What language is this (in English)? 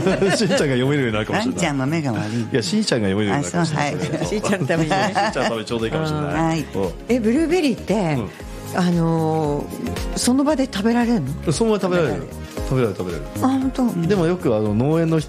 Japanese